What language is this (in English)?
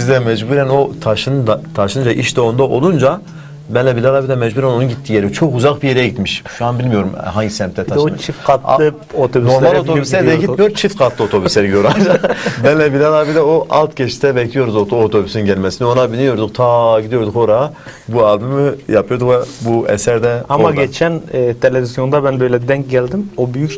Turkish